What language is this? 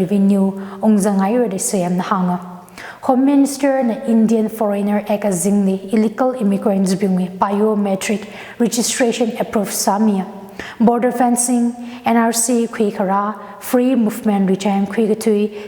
Tangkhul Naga (India)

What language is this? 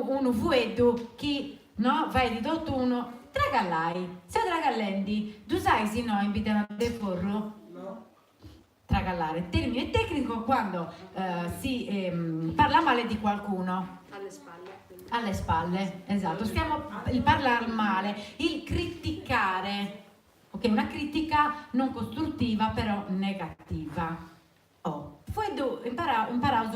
Sardinian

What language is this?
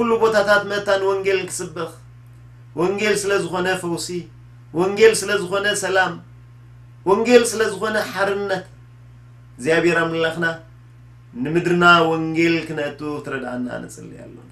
Tigrinya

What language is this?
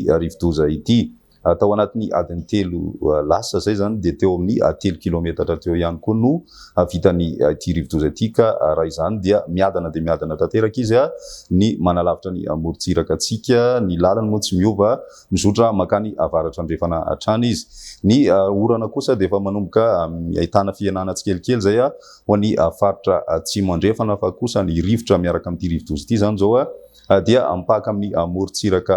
Malagasy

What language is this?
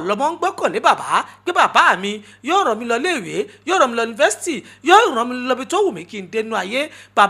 Yoruba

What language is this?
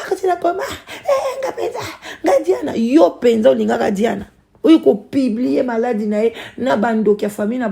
Lingala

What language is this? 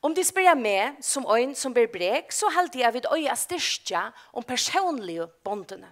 Faroese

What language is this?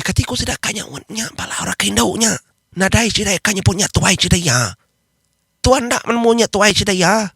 Iban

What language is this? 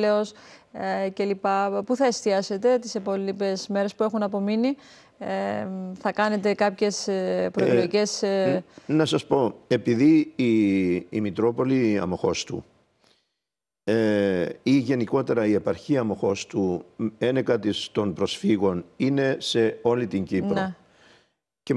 Greek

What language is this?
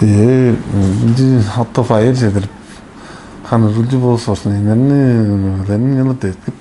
Tuvinian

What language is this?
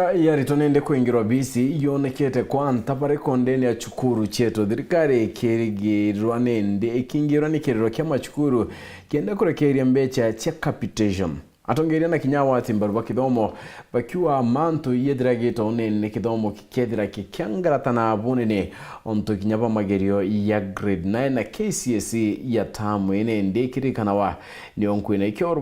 Meru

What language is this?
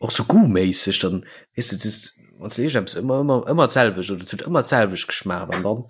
Luxembourgish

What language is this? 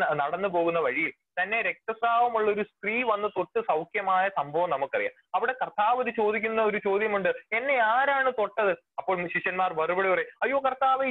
Malayalam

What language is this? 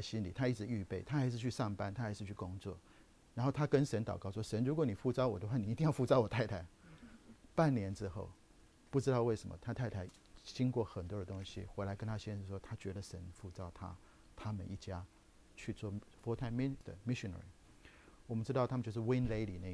Chinese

